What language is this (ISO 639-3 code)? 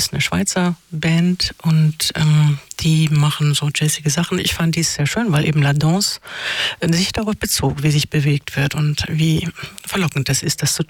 deu